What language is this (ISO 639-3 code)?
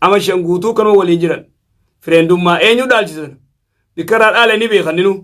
orm